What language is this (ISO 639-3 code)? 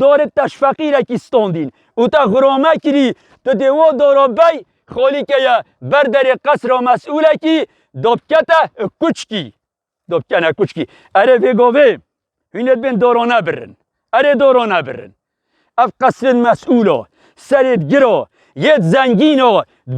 kur